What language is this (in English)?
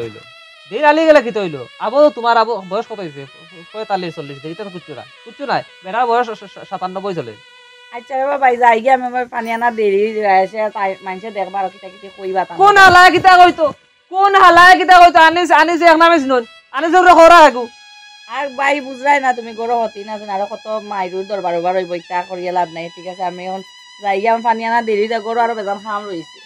Sylheti